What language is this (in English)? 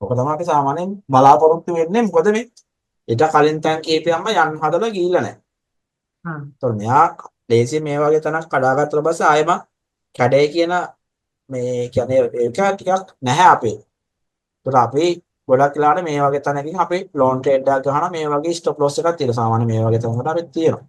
Sinhala